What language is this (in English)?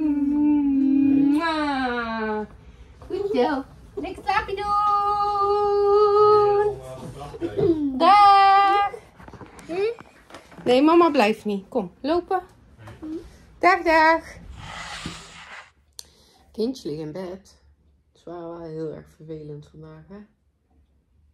Dutch